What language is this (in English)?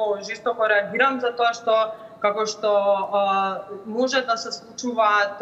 Macedonian